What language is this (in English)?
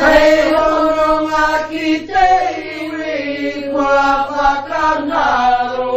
Māori